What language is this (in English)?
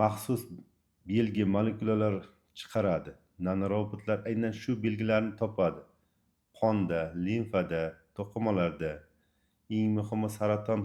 Uzbek